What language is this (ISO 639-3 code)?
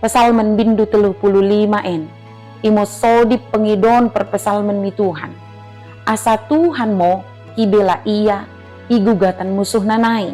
btd